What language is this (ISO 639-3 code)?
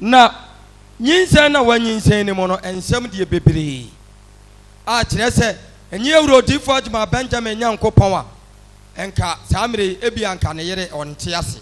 aka